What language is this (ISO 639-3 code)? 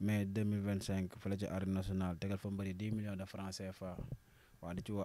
wol